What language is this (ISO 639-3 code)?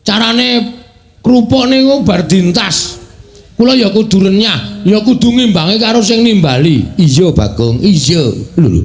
jav